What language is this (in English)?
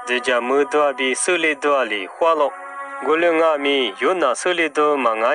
Lisu